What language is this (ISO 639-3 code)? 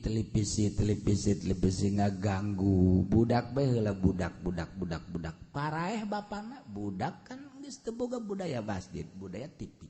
sun